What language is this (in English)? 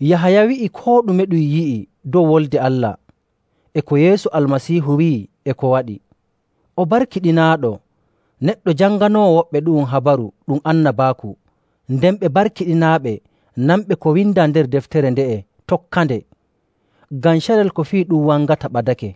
Nigerian Fulfulde